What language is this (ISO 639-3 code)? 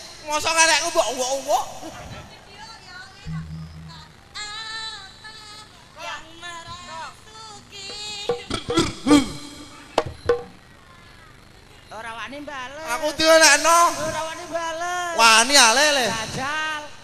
jav